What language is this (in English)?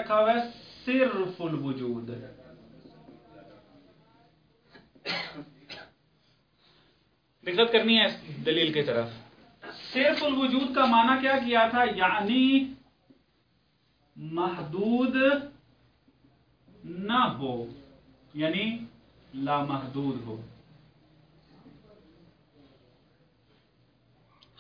Urdu